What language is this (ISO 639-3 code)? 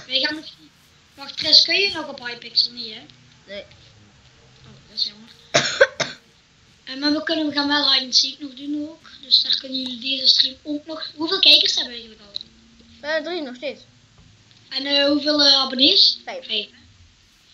nld